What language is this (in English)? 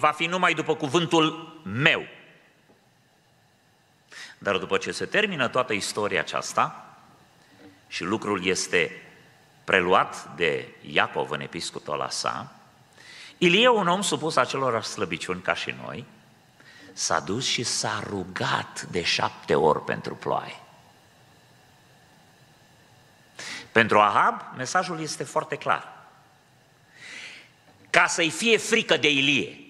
Romanian